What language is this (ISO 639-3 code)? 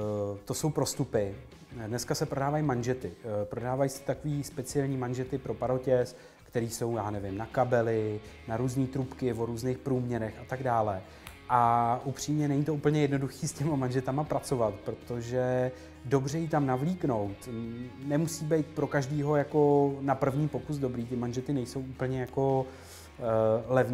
ces